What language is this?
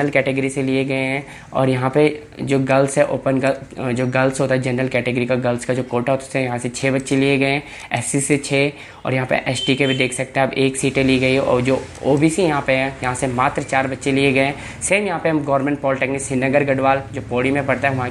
Hindi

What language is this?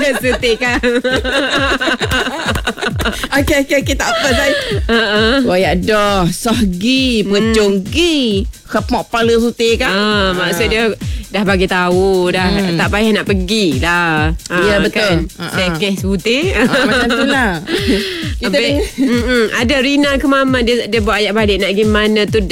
Malay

